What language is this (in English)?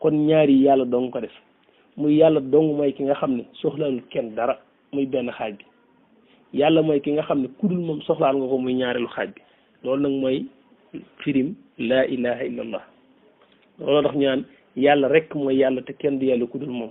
Wolof